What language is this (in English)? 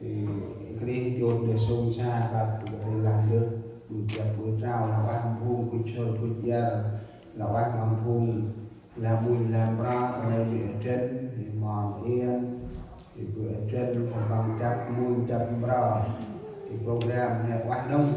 Central Mnong